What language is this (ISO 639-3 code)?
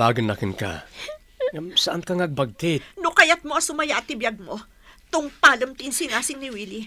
ilo